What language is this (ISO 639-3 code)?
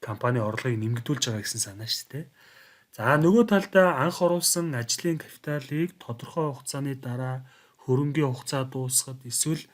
mon